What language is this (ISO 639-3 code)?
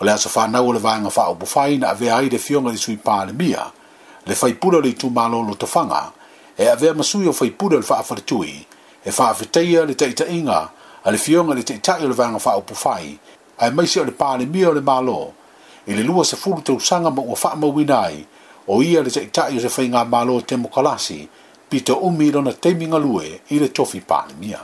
smo